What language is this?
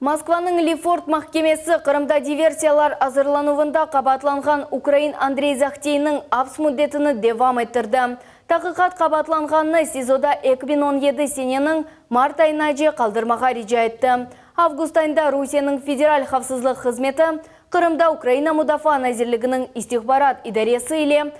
Crimean Tatar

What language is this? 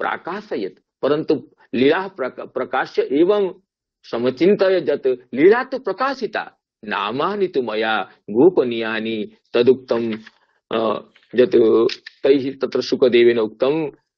Sanskrit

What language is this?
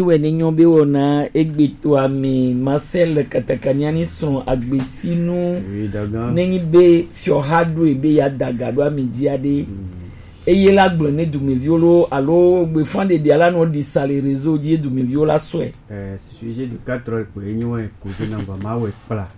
Gen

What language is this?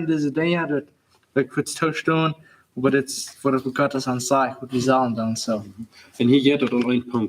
Plautdietsch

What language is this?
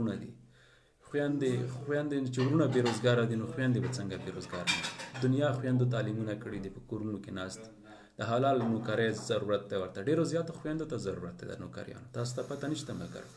Pashto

